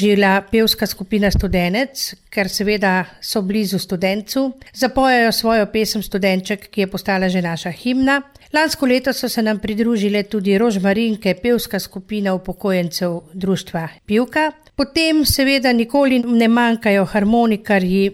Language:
Slovenian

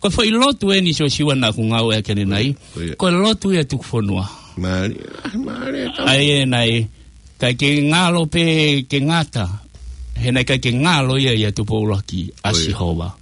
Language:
Tongan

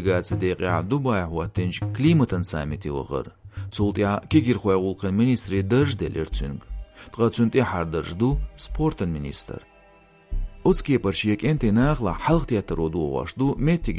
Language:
Chechen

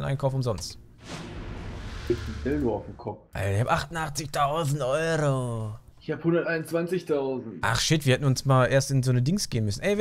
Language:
German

